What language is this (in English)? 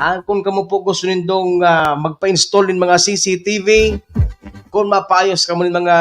Bikol